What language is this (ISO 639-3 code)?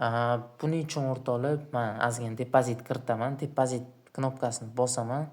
uzb